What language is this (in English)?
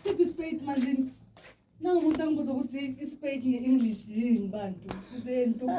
Zulu